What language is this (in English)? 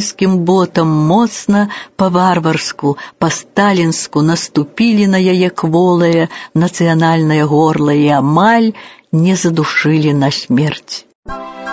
Belarusian